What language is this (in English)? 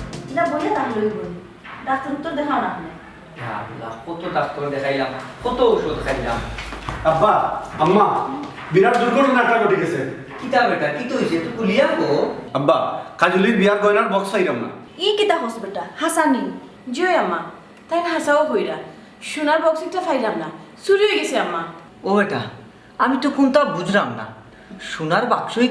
Sylheti